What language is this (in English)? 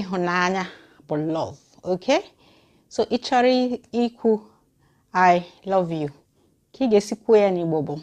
Igbo